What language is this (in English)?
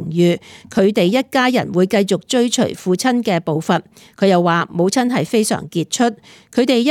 Cantonese